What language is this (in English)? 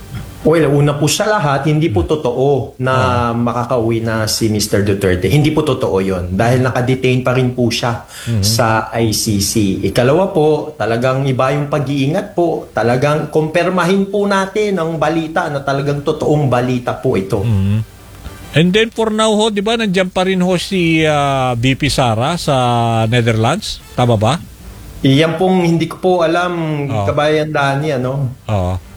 Filipino